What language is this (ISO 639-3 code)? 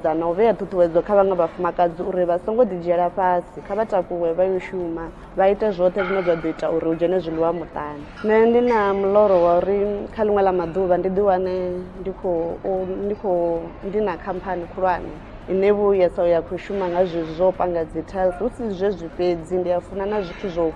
ven